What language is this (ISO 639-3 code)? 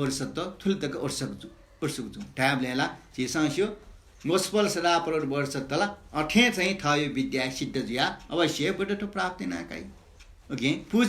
new